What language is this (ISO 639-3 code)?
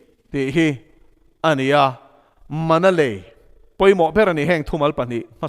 lus